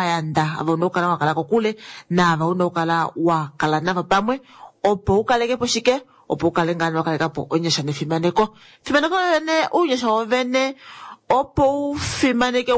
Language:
Kuanyama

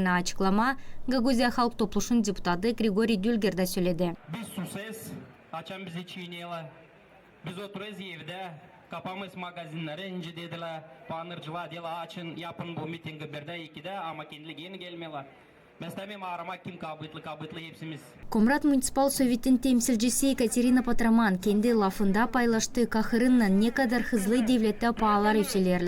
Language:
Gagauz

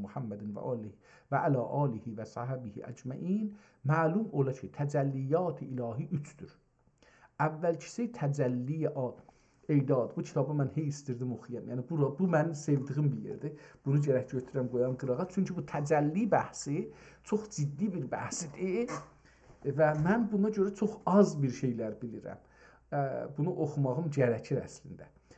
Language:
South Azerbaijani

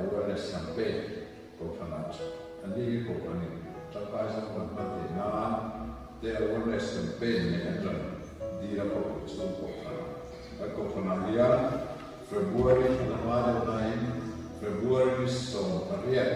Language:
Mizo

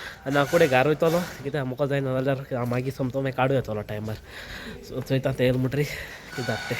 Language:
Konkani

